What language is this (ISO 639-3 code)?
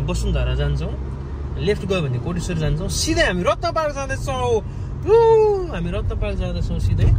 nep